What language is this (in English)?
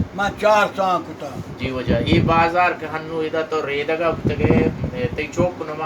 Baluchi